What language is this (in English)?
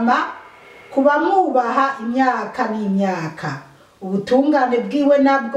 Rundi